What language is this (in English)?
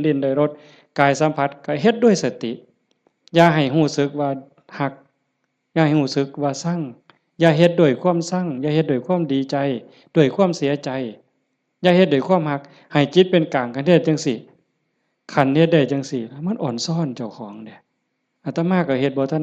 Northeastern Thai